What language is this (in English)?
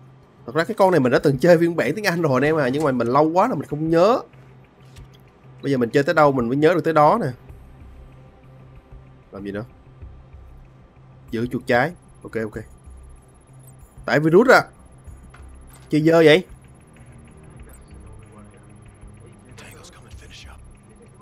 Vietnamese